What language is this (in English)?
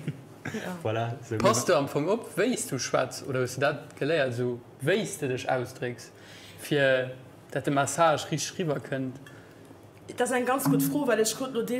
Luxembourgish